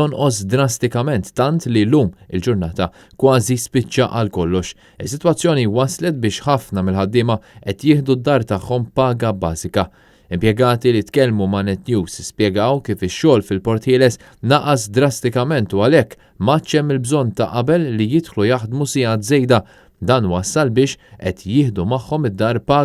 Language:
Maltese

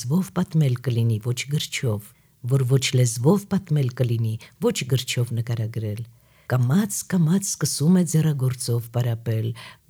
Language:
Armenian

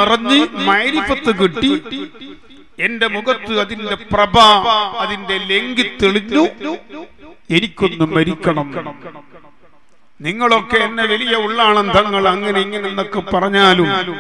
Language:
Malayalam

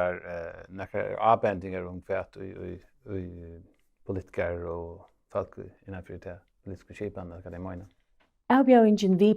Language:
Faroese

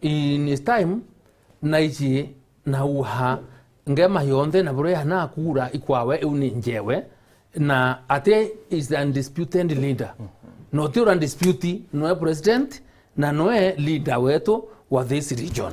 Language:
Meru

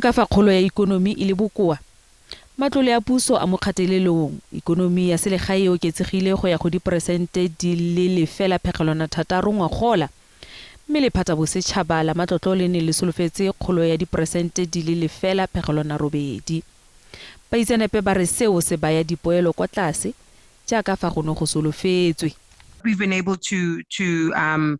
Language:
Tswana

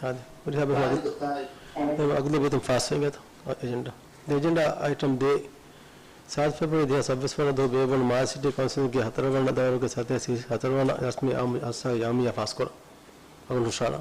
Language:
Divehi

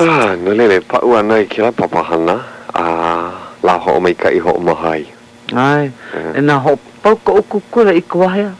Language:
Hawaiian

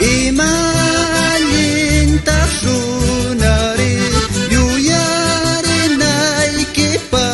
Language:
South Bolivian Quechua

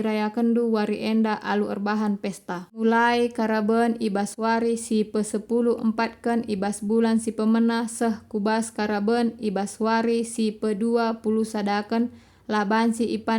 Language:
Batak Karo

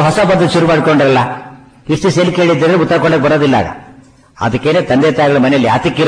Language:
Kannada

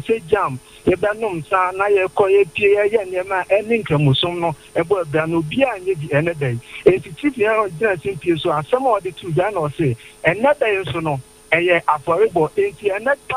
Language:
Akan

